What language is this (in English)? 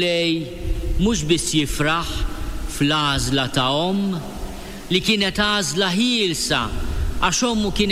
Maltese